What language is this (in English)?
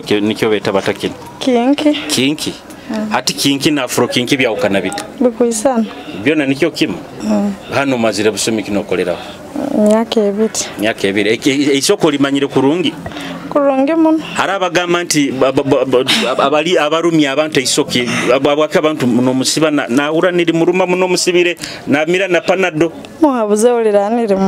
Nyoro